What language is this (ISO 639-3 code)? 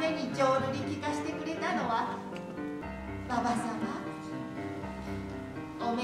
jpn